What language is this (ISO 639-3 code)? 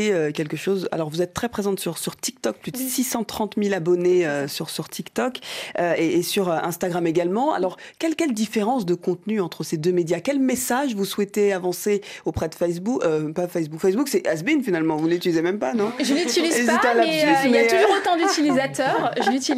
fra